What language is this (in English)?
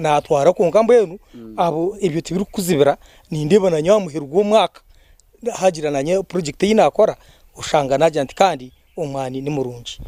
Nyankole